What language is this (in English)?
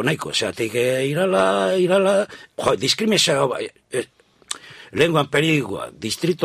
Basque